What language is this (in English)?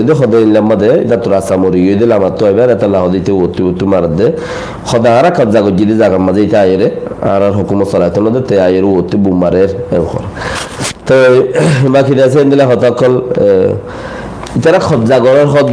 Rohingya